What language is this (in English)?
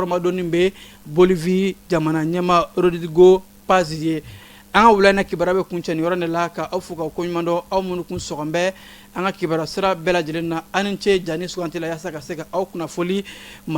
Bambara